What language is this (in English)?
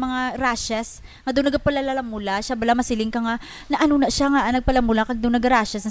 Hiligaynon